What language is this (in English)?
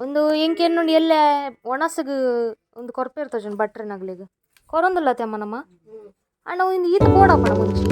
Tulu